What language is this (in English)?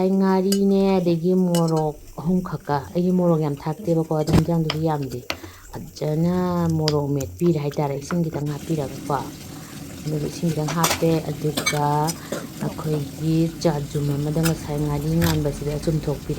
Manipuri